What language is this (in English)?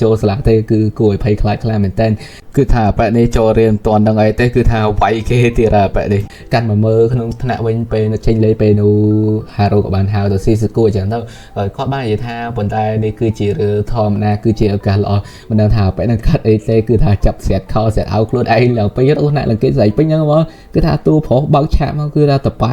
Khmer